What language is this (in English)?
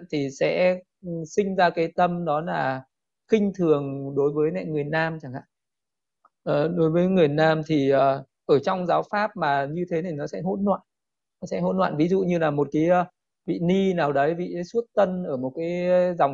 Vietnamese